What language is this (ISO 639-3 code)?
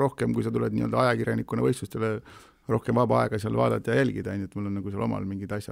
est